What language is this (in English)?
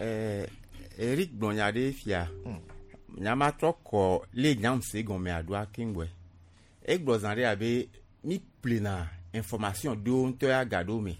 Gen